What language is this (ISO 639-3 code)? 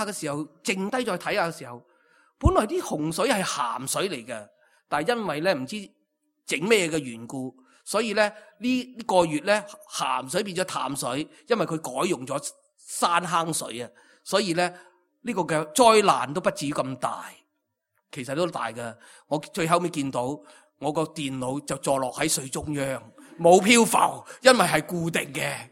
yue